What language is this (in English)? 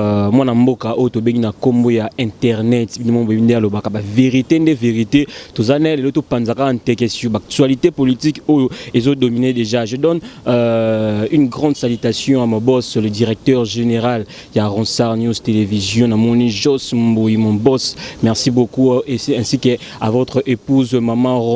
Lingala